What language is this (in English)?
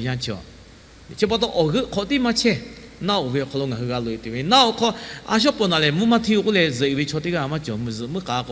Lahu